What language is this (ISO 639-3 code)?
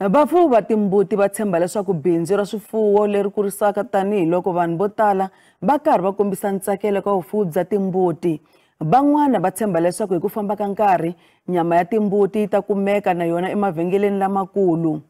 tso